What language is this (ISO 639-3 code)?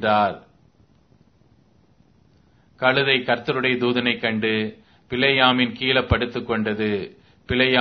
tam